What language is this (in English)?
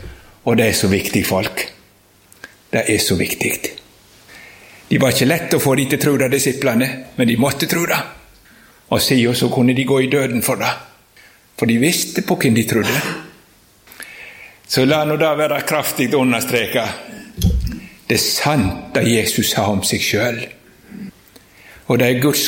Norwegian